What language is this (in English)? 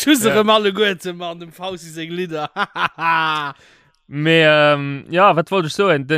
Luxembourgish